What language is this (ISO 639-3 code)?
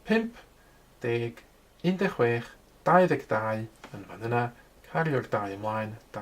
cym